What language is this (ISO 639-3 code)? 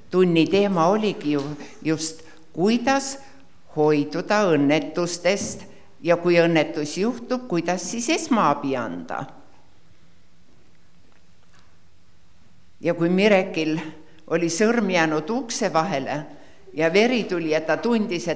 est